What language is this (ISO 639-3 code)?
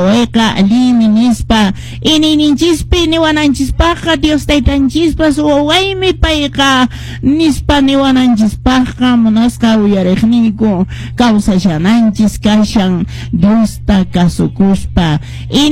que